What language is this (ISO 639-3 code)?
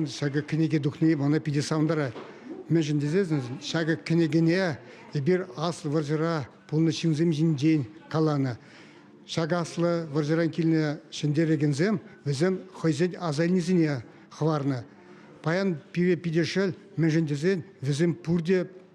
chv